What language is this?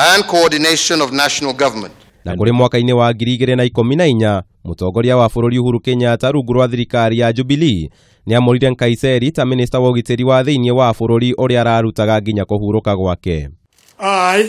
Kikuyu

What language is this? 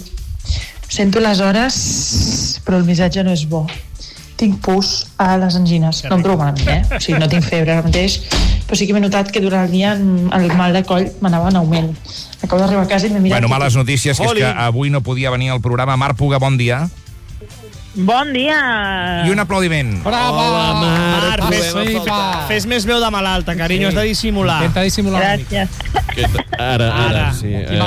Catalan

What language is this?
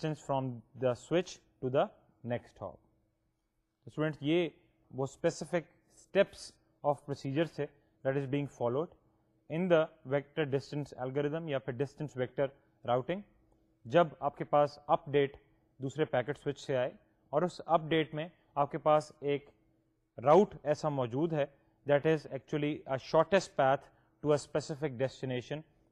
Urdu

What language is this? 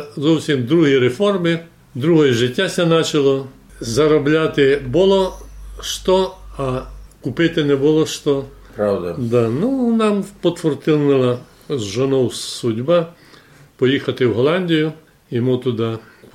Rusyn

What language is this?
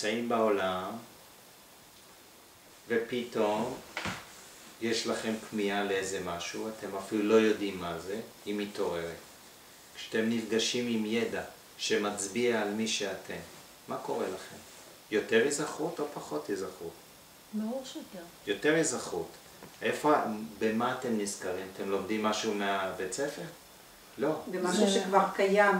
Hebrew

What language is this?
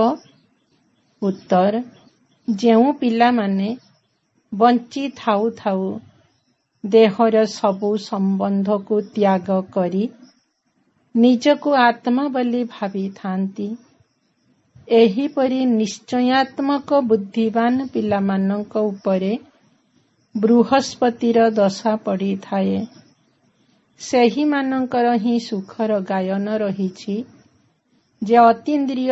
Odia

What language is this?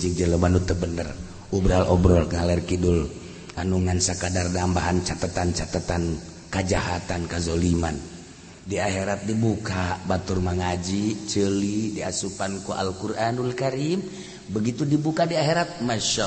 Sundanese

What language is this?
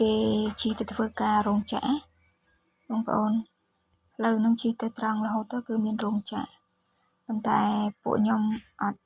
Khmer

